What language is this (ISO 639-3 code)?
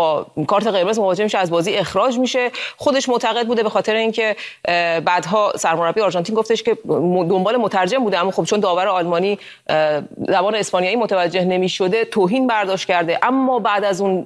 fas